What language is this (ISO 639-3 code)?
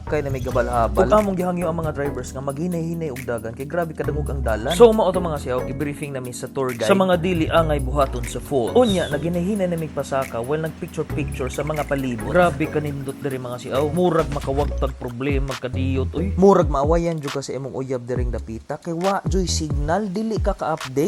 ceb